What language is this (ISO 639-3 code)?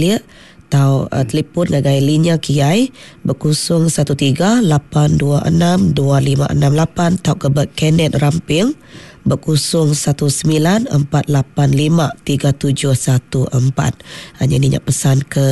iba